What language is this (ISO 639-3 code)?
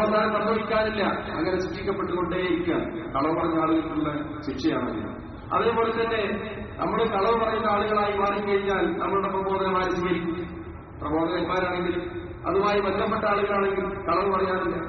mal